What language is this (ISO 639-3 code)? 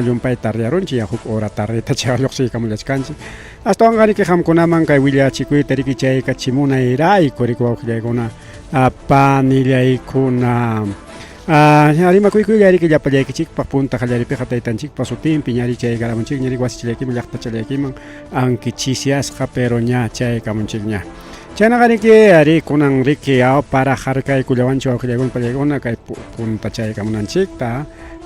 quy